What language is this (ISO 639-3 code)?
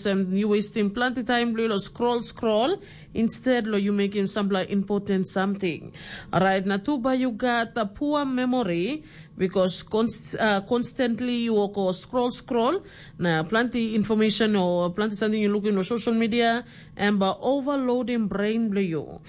tpi